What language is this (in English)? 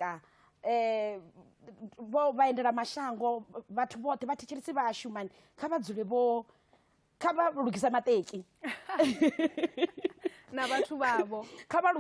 Venda